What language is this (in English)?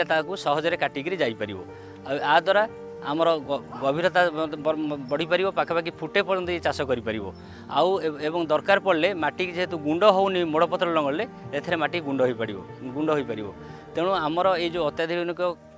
Odia